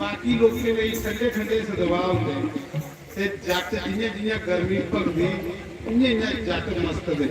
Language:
Dogri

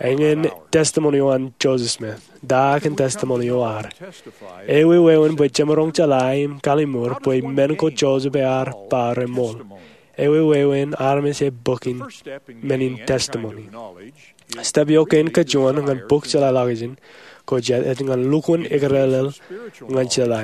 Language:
Marshallese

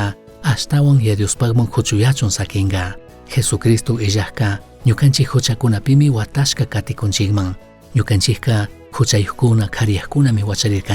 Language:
Chimborazo Highland Quichua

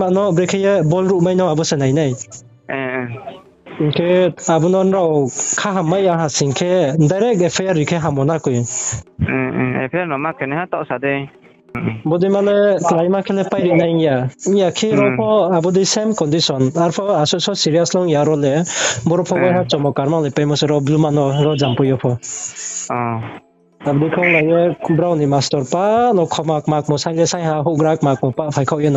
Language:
Riang (India)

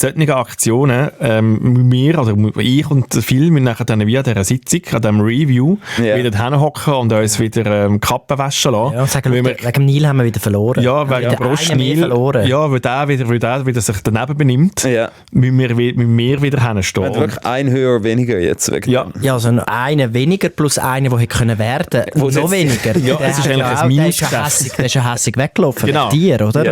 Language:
Swiss German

